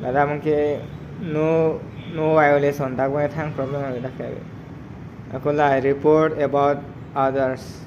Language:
Karbi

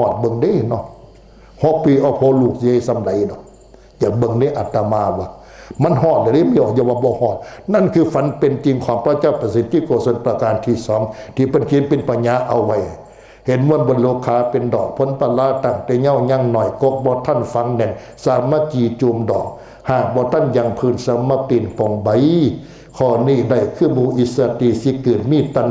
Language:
Northeastern Thai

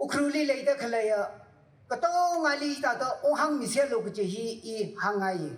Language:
Tangkhul Naga (India)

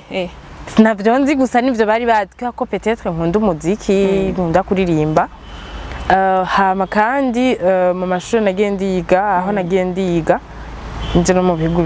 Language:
Rundi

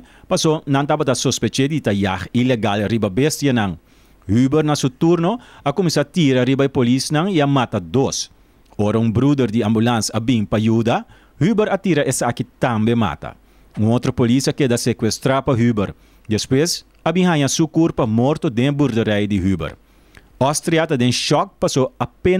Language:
Papiamento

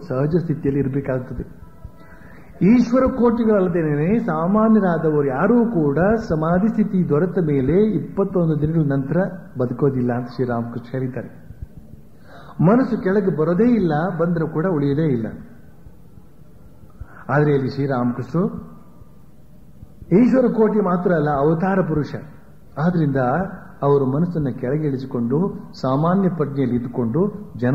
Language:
Kannada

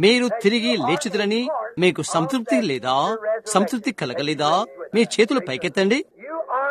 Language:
Telugu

